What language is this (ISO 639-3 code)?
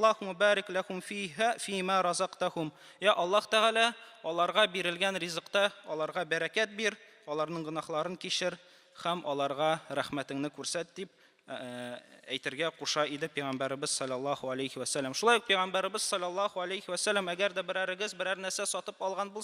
tat